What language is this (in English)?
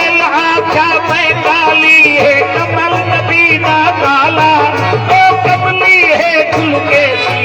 Saraiki